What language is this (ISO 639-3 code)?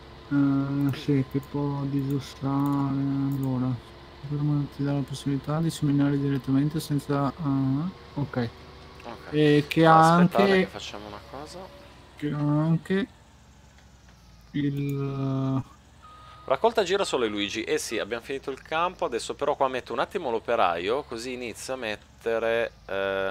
ita